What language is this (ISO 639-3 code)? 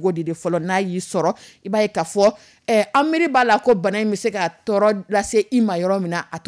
dyu